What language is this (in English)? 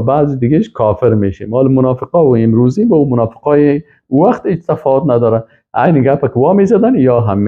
Persian